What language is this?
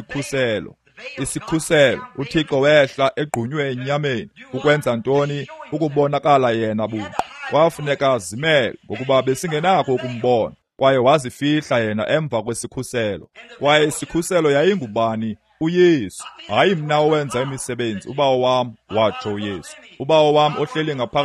Xhosa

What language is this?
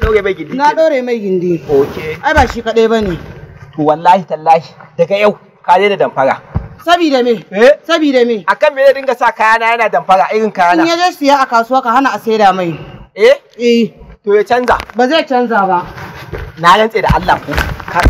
Hausa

